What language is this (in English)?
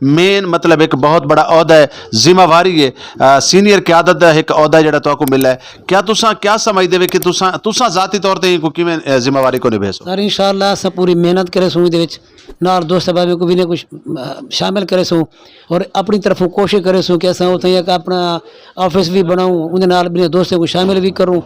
Saraiki